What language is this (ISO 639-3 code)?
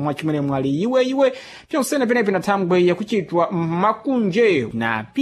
seh